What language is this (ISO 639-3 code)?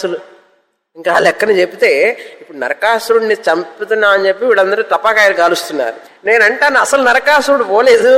tel